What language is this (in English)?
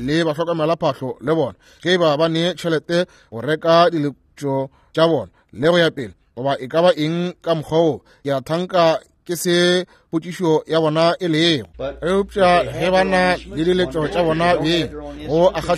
Northern Sotho